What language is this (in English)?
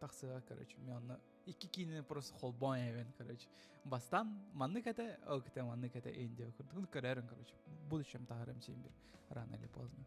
Yakut